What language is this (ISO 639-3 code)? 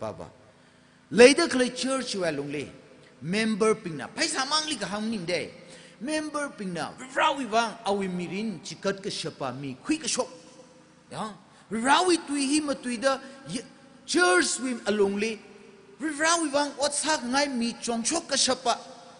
nmf